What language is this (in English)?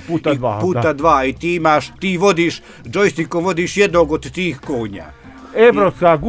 Croatian